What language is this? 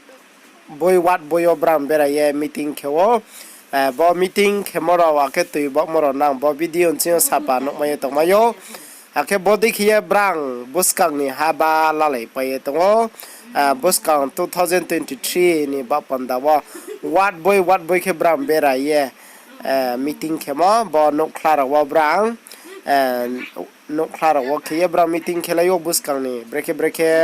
Riang (India)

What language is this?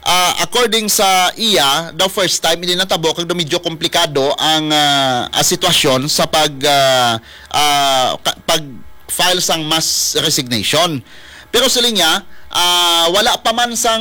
Hiligaynon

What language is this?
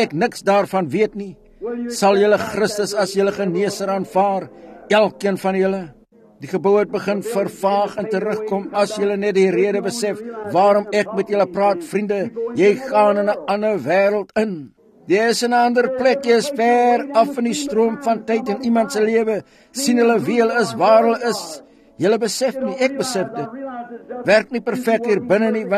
Afrikaans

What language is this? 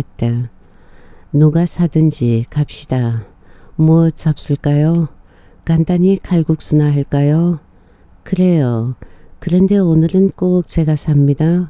Korean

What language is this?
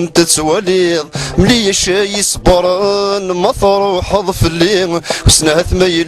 Kabyle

